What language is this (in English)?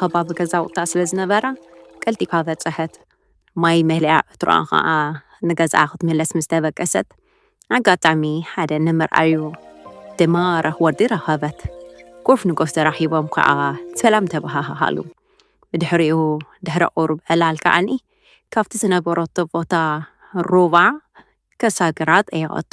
Tigrinya